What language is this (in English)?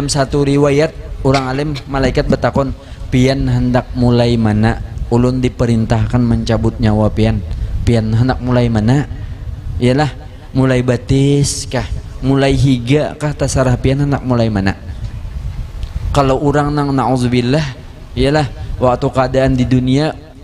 Banjar